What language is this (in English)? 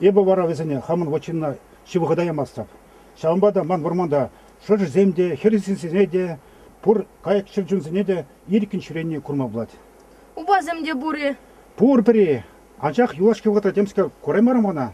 Chuvash